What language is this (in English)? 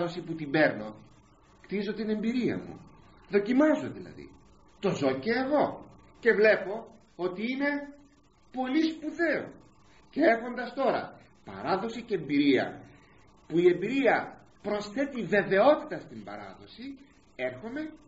Greek